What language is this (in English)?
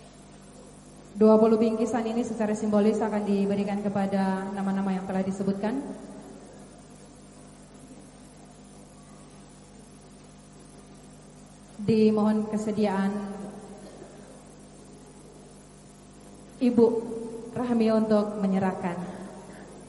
Indonesian